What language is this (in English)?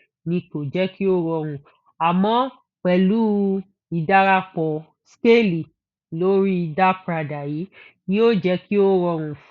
Yoruba